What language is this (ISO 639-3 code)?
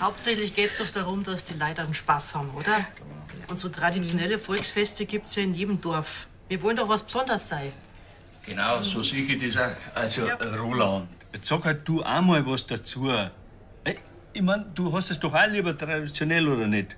bar